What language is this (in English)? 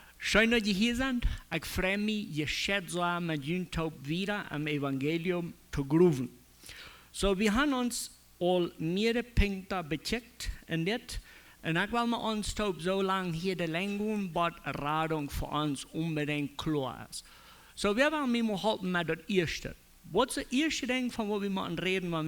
Plautdietsch